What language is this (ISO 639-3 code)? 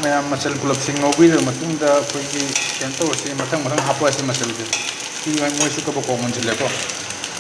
mni